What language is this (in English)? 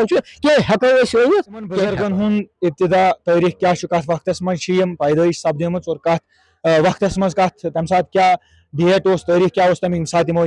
Kashmiri